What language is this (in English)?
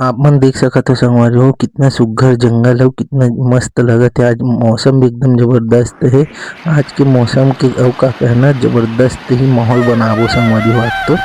Chhattisgarhi